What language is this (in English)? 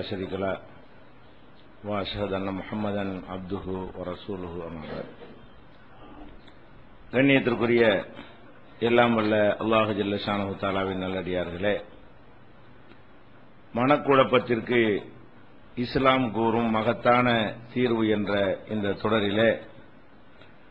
Tamil